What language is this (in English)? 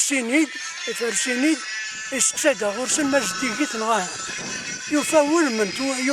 Kabyle